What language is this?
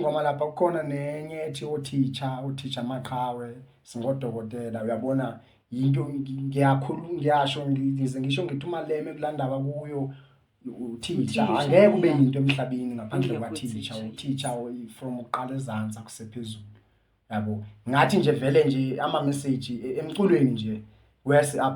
Zulu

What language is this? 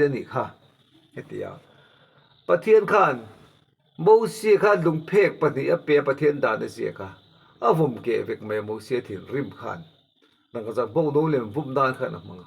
Mizo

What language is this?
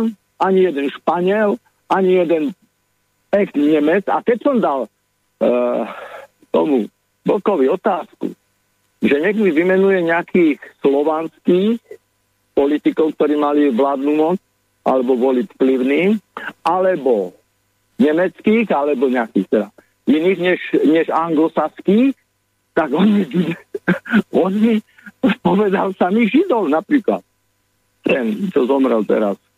Slovak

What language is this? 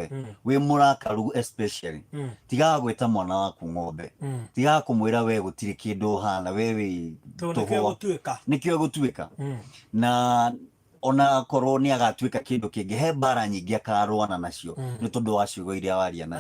Kikuyu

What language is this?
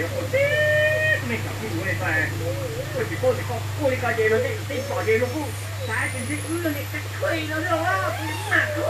Hmong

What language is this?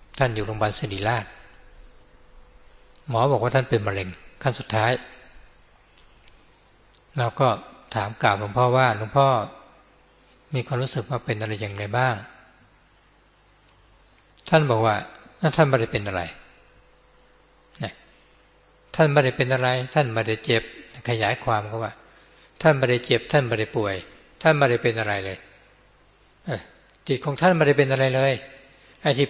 Thai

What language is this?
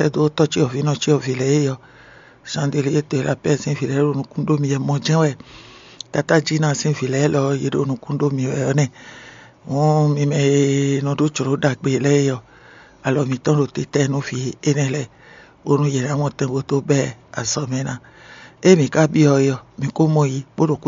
Fon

